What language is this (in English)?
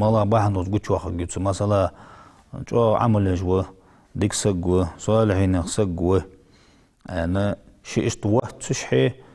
Ingush